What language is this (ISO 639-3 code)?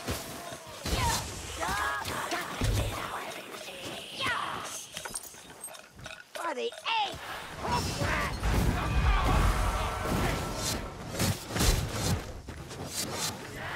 eng